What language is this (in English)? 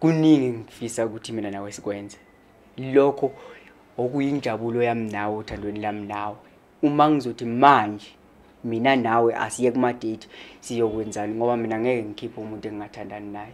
Zulu